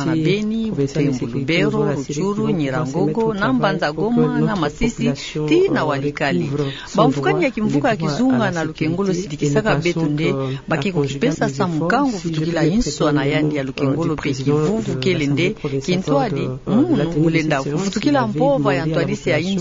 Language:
Kituba (Democratic Republic of Congo)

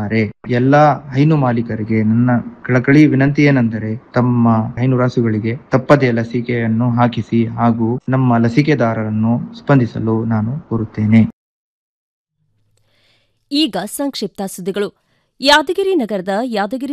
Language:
Kannada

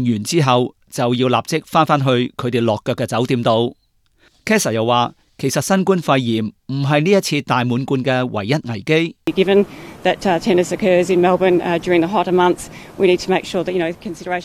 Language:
Cantonese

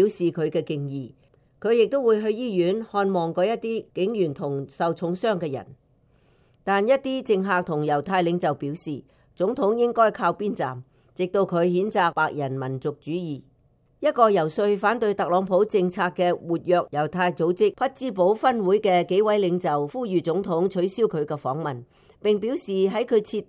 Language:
Cantonese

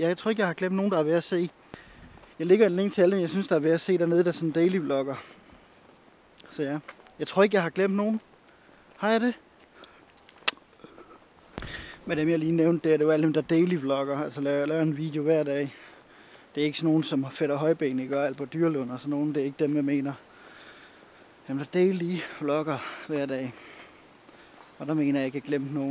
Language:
Danish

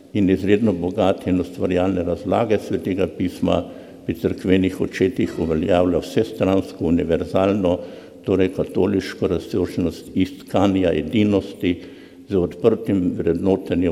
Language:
Slovenian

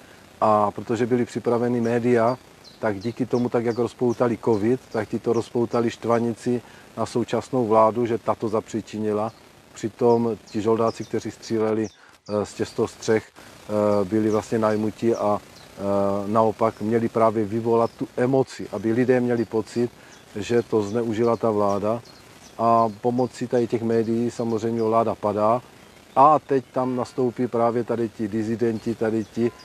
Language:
Czech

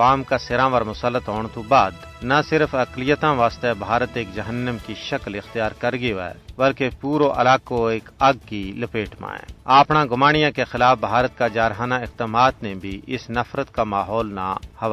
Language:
Gujari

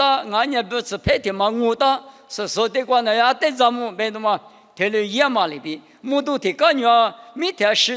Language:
Lisu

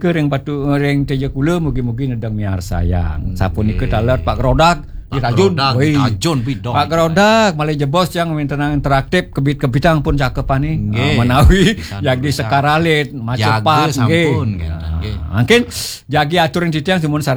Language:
Balinese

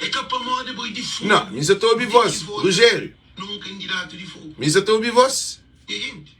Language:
Kabuverdianu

